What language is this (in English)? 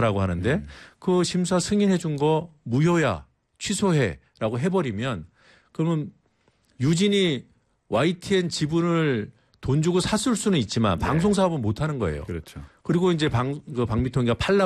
Korean